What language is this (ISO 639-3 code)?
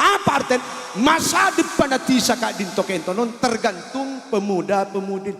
mad